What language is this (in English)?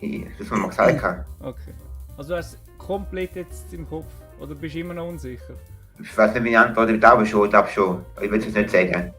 Swiss German